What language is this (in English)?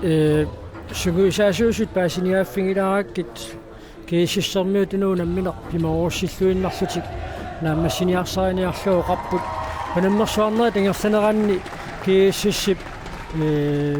Kalaallisut